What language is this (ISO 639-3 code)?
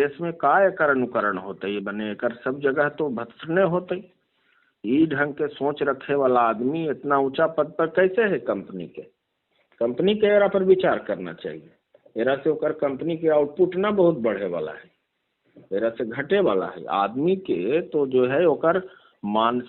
mag